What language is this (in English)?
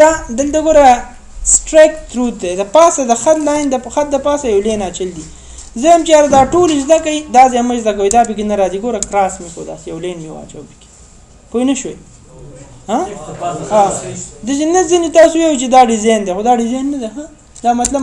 Pashto